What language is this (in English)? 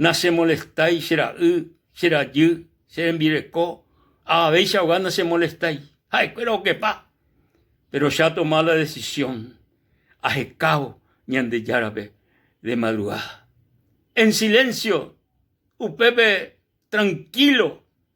Guarani